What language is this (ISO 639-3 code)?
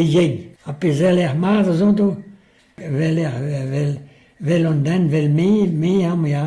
bre